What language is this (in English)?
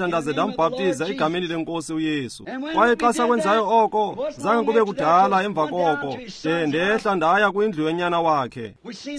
Xhosa